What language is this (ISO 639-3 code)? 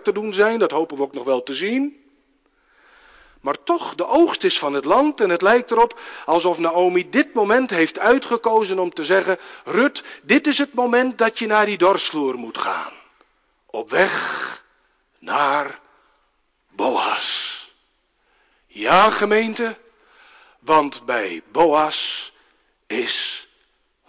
nld